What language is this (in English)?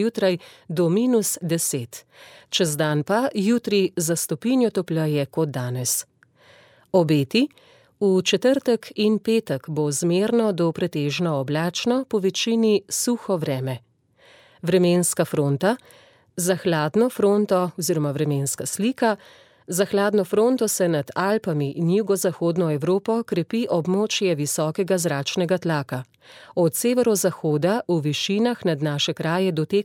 Slovenian